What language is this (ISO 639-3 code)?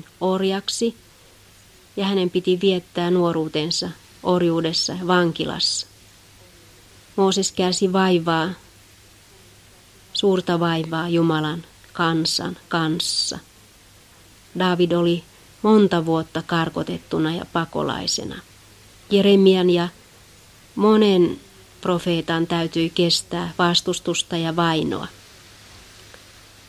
fin